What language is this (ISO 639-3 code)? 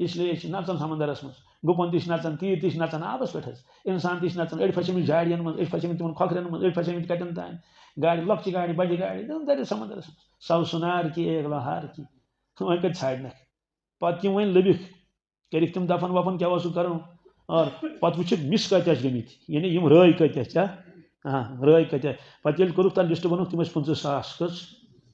kas